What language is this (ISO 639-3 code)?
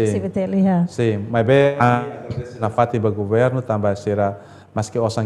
tet